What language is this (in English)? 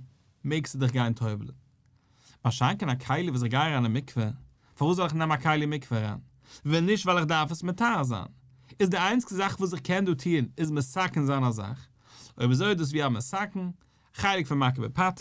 Yiddish